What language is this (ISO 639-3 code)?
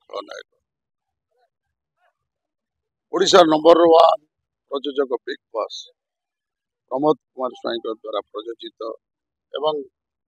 ori